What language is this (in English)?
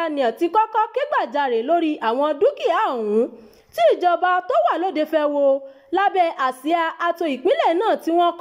Yoruba